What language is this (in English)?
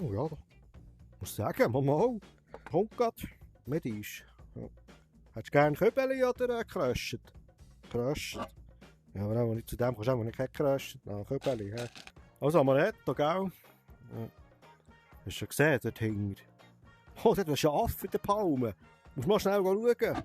Swiss German